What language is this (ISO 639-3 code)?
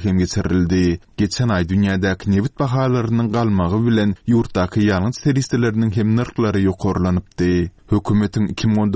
tuk